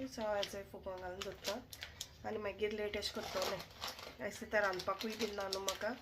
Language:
Konkani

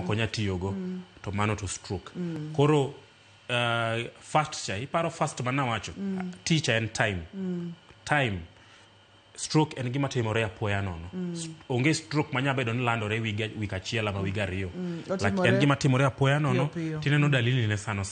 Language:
Luo (Kenya and Tanzania)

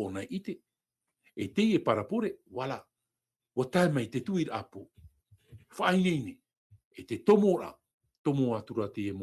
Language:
Tahitian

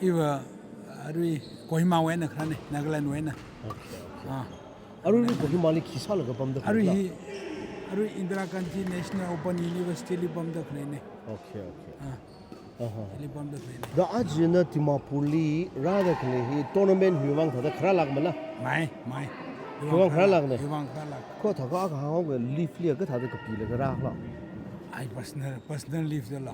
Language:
Tangkhul Naga (India)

